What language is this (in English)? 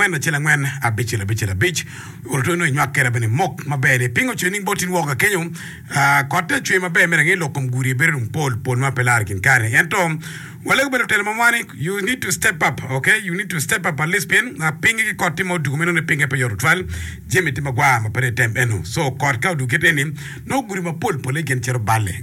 Acoli